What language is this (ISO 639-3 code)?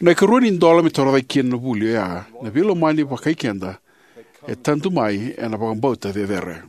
fij